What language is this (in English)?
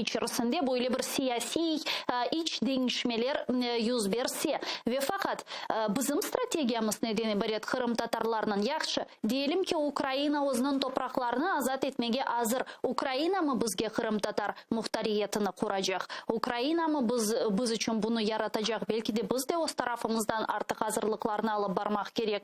Crimean Tatar